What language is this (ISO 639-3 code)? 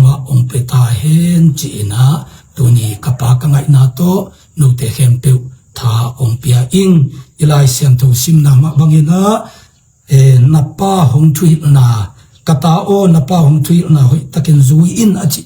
ctd